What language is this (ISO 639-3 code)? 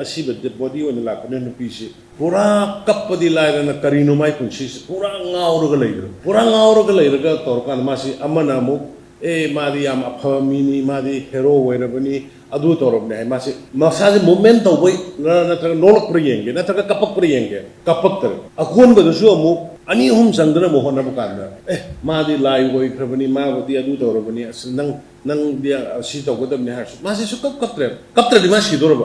mni